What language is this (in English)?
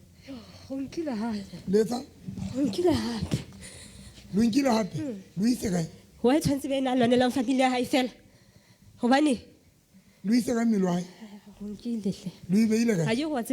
Southern Sotho